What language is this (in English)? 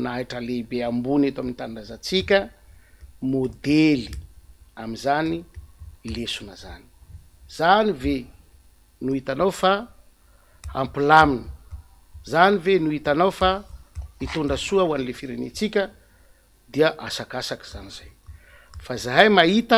Malagasy